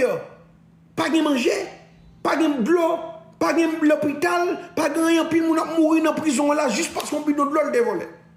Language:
Haitian Creole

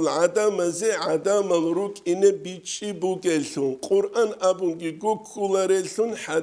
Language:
Avaric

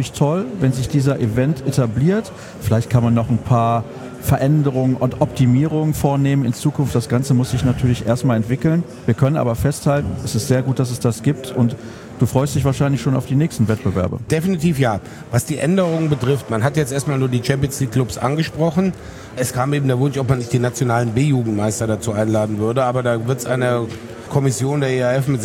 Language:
German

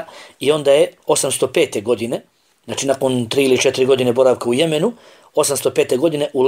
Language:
Bosnian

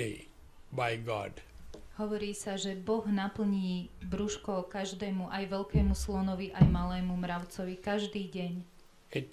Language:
Slovak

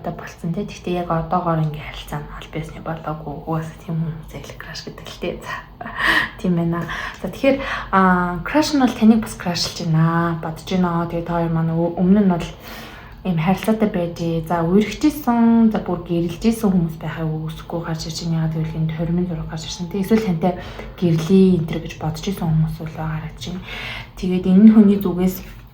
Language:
Mongolian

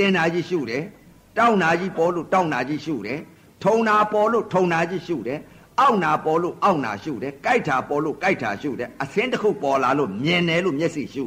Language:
Burmese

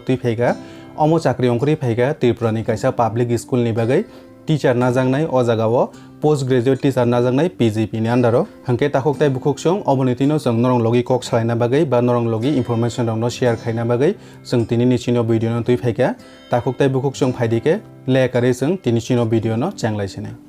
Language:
Kok Borok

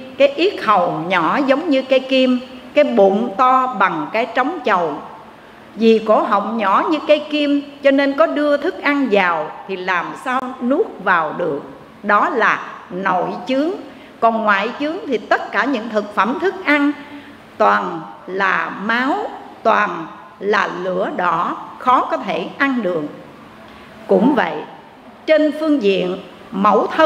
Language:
Vietnamese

